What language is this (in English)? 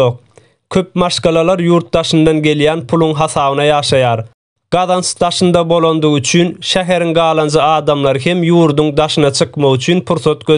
Turkmen